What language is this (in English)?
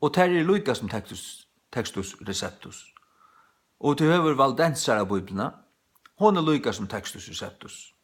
Faroese